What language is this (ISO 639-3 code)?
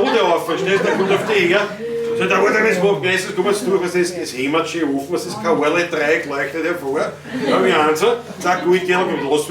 bar